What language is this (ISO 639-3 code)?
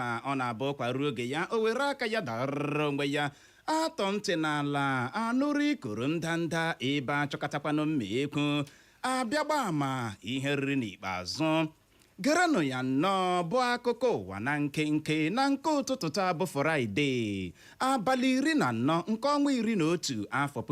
ibo